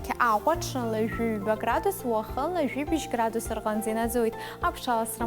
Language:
Abkhazian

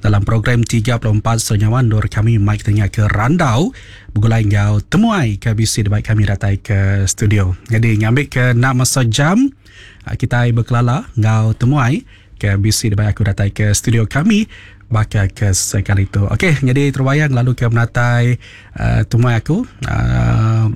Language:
Iban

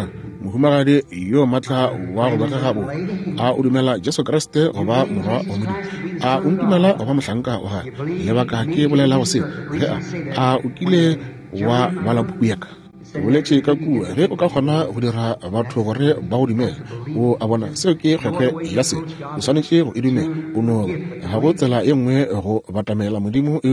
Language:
Northern Sotho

